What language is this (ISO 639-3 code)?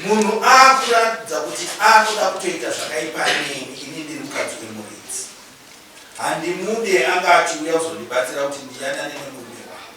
sna